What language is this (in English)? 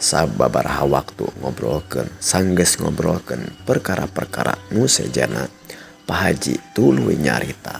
Sundanese